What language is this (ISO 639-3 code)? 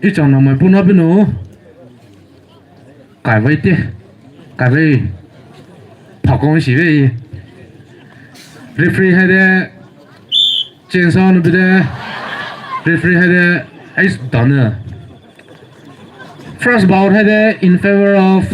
pmx